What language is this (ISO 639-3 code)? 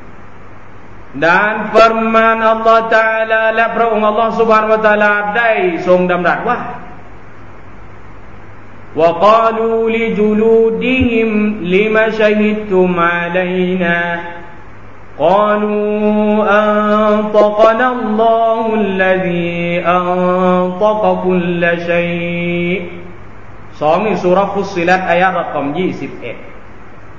tha